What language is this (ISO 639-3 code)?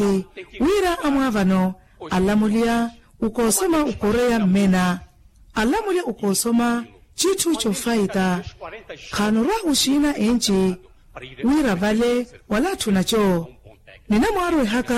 vmw